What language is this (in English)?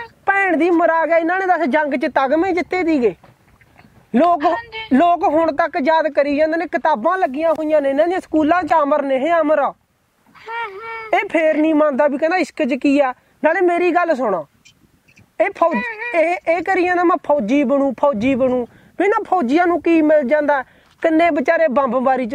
Punjabi